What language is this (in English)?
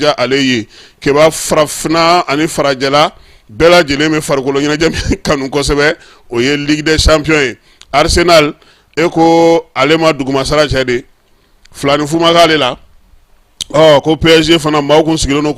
Bambara